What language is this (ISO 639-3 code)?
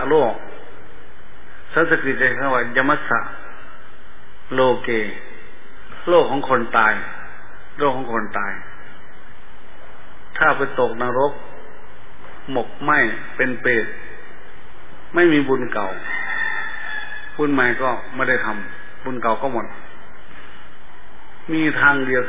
tha